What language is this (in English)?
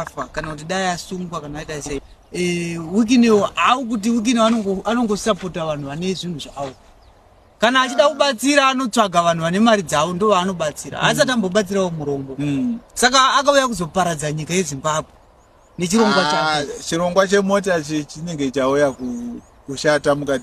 Shona